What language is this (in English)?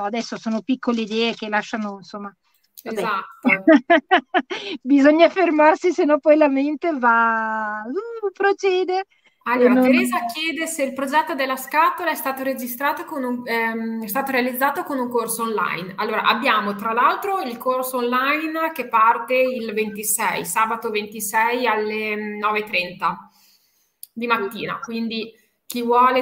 Italian